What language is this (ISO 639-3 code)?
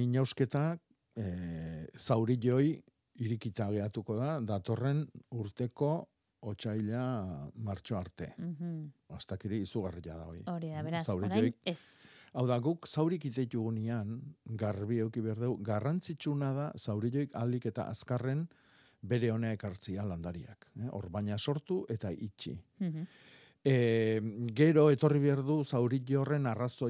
eus